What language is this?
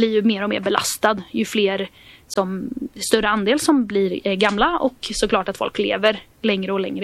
Swedish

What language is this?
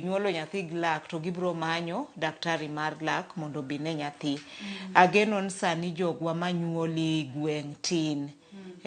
Luo (Kenya and Tanzania)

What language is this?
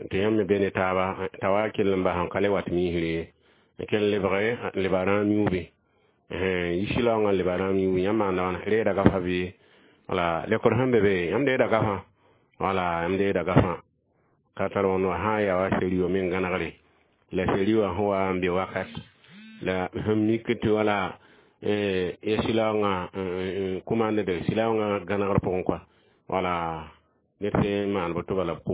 Mossi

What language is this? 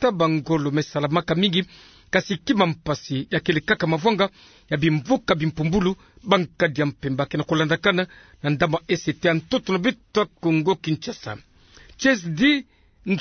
Kituba (Democratic Republic of Congo)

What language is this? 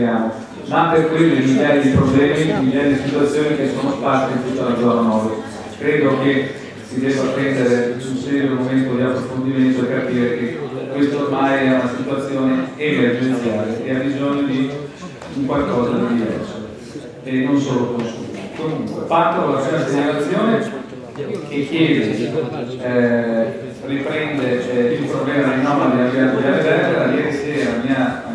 Italian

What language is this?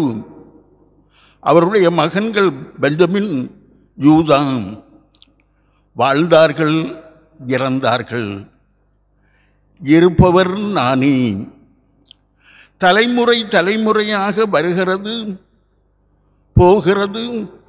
Tamil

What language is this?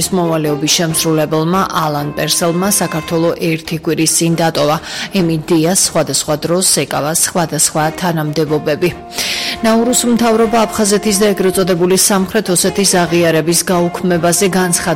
Georgian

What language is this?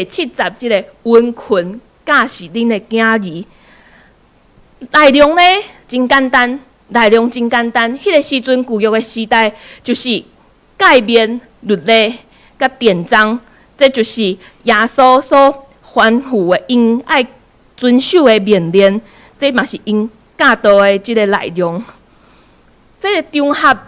Min Nan Chinese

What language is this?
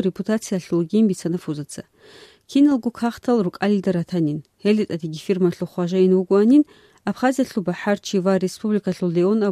Avaric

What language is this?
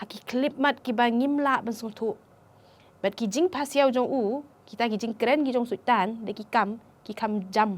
Khasi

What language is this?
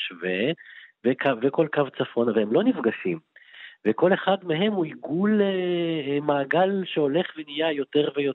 Hebrew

